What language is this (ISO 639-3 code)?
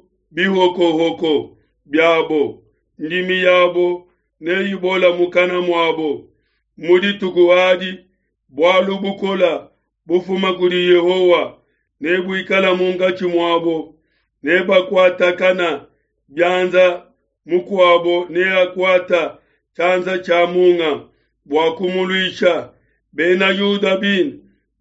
lua